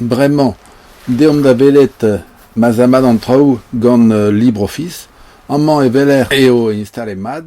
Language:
Breton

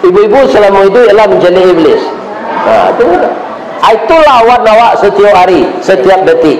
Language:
Minangkabau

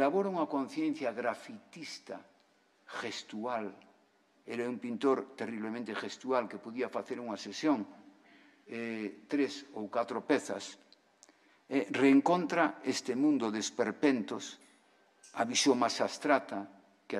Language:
Galician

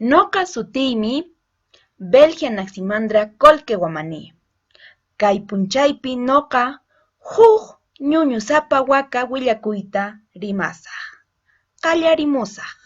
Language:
Quechua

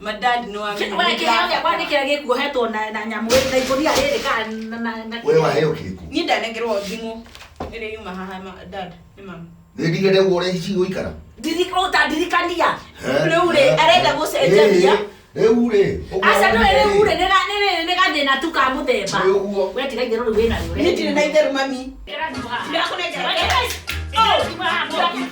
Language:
Kikuyu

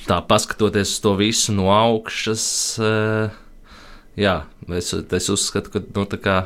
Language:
Latvian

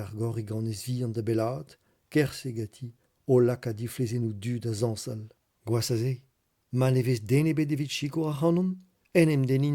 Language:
Breton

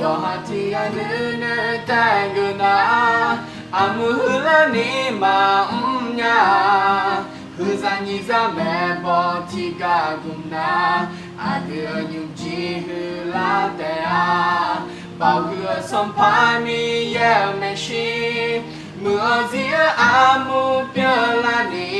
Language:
Akha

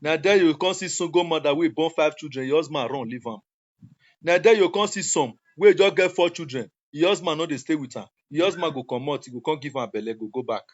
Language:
Nigerian Pidgin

